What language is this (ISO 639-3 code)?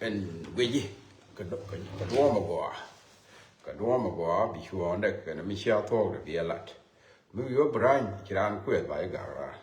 nus